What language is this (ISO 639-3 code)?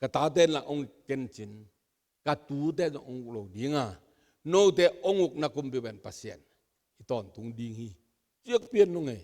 ctd